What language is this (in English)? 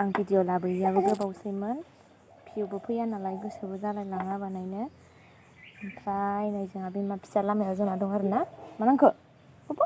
Bodo